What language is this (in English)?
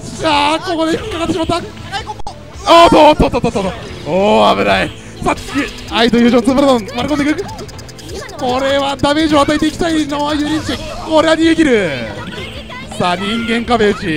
Japanese